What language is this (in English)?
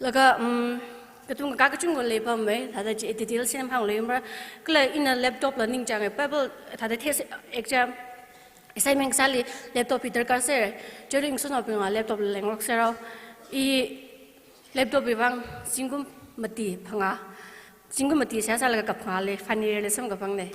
Tangkhul Naga (India)